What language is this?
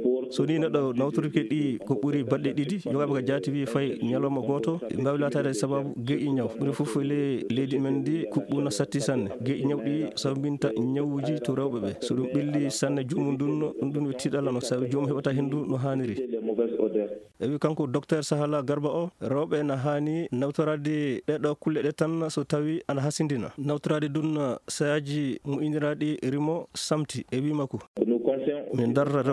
Fula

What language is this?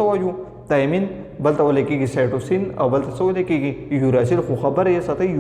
Pashto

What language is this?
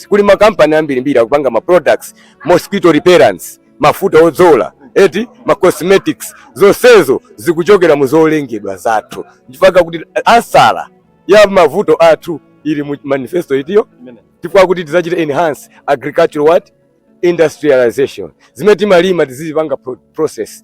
Nyanja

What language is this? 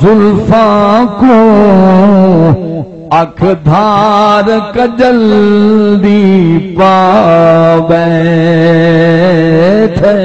Saraiki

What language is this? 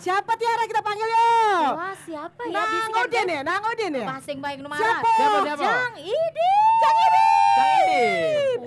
Musi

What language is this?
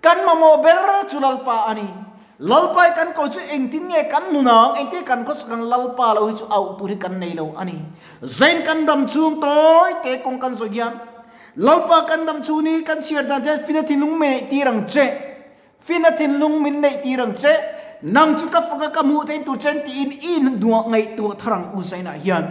Mizo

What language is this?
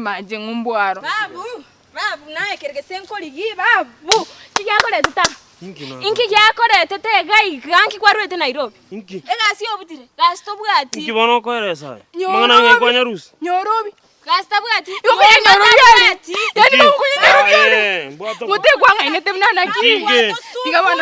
Gusii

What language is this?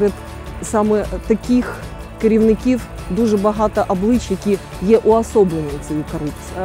Ukrainian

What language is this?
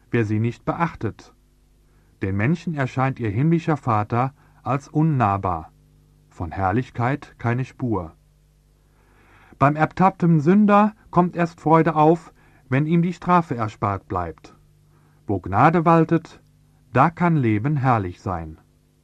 German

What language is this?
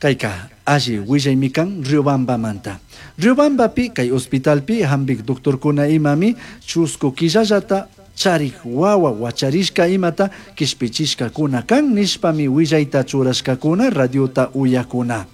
Chimborazo Highland Quichua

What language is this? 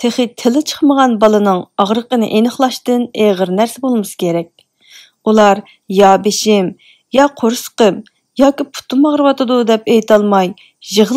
Uyghur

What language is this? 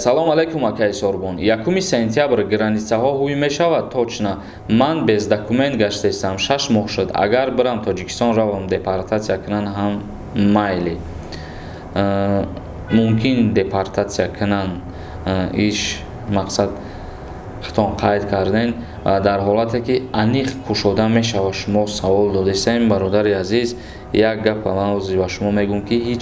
Tajik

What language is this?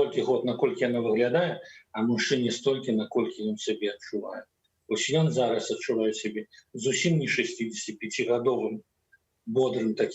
Belarusian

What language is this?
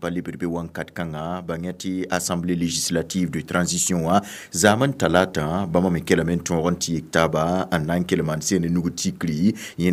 Mossi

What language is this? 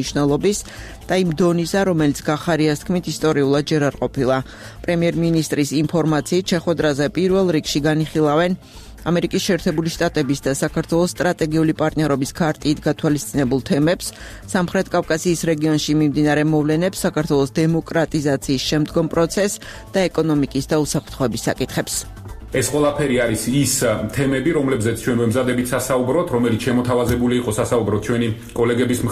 Georgian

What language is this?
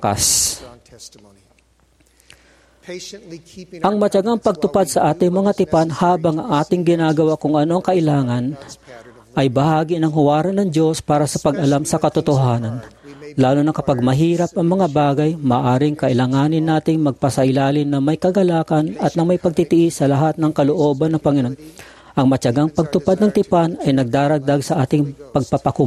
Filipino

